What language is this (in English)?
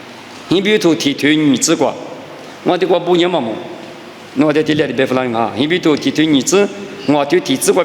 Lisu